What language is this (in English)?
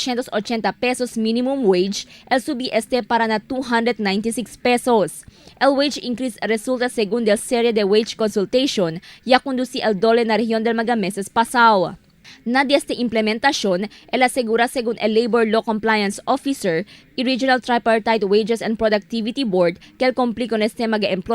Chavacano